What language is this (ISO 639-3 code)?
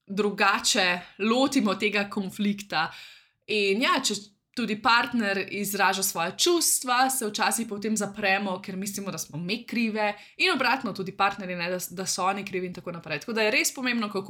slv